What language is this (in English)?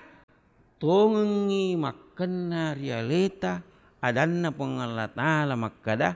Buginese